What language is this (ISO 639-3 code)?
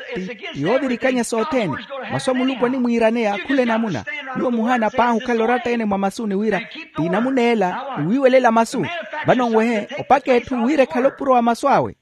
vmw